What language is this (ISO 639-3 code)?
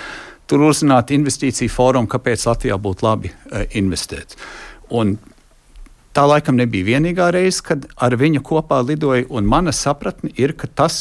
lav